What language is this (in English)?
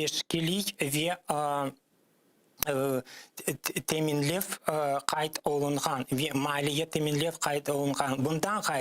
Crimean Tatar